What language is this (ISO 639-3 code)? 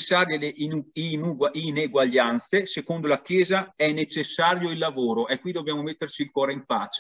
ita